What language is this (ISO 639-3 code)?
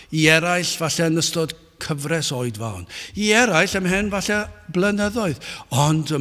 cym